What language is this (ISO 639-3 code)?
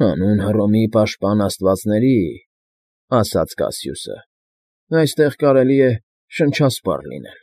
hye